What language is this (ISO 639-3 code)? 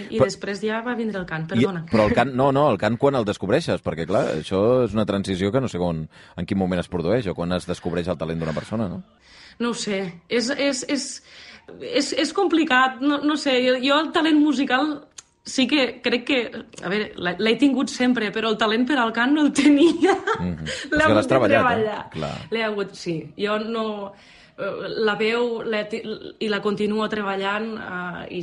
cat